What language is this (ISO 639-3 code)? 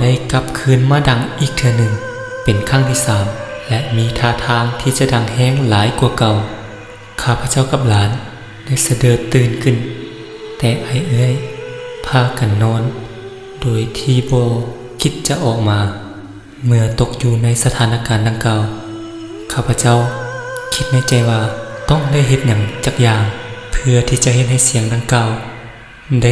lao